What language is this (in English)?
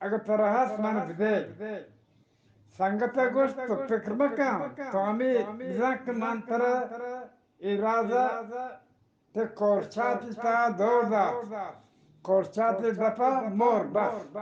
Eastern Balochi